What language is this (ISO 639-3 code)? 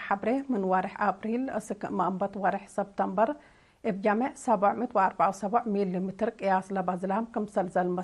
tig